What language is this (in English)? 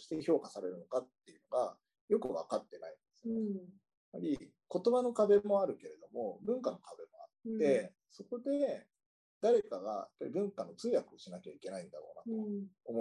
Japanese